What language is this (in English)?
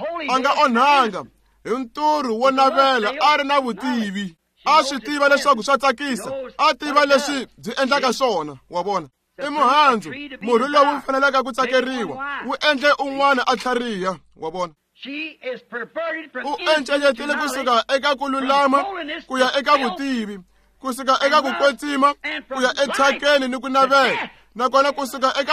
Tsonga